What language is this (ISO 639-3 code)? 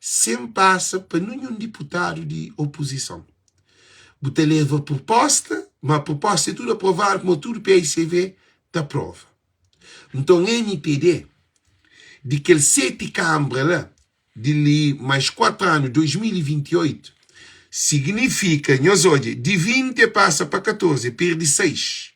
kea